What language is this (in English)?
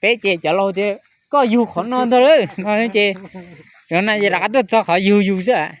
Hmong